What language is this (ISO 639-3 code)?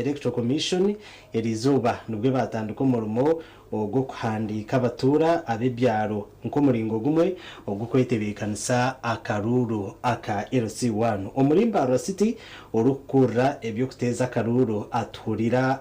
nyn